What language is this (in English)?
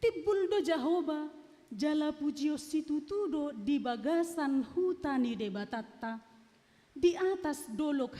Batak Toba